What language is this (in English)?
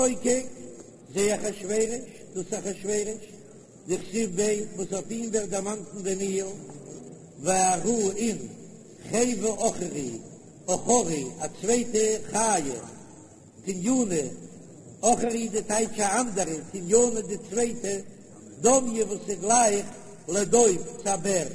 Yiddish